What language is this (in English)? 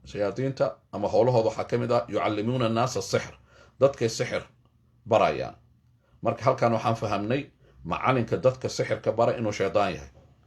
Somali